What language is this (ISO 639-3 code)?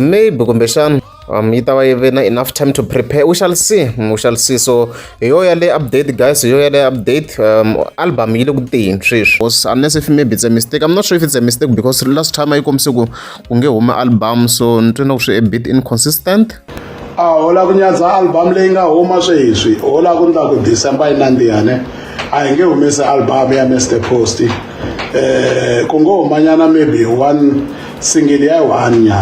tso